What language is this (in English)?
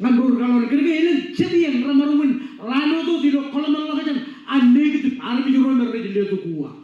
Marshallese